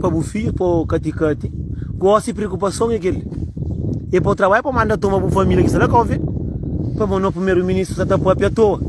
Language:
Kabuverdianu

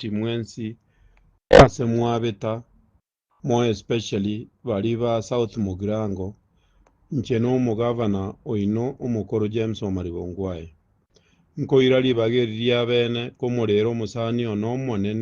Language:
Gusii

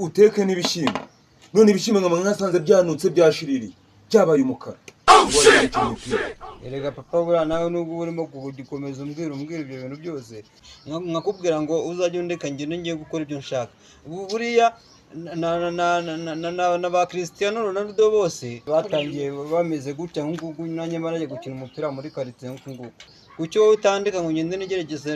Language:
Kinyarwanda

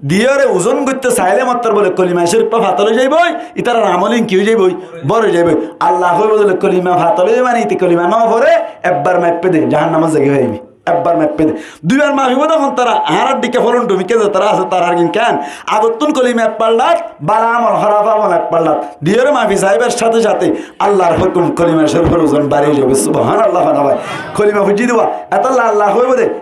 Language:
Rohingya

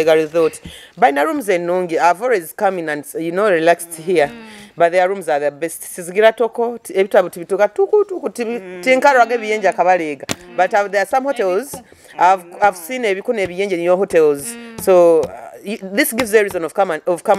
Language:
Nyoro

